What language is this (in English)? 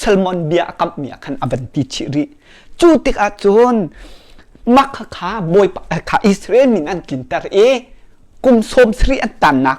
Hakha Chin